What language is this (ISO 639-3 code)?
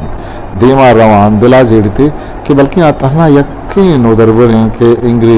bgp